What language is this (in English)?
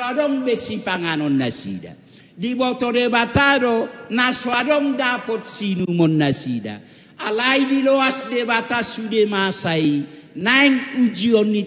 Batak Toba